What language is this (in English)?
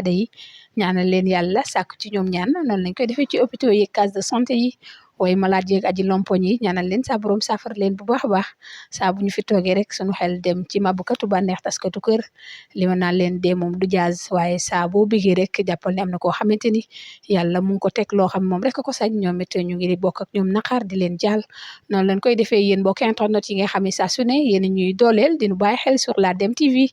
Wolof